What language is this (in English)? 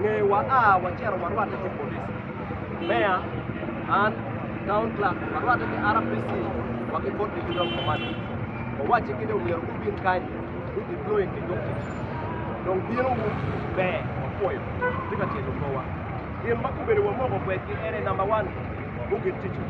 Acoli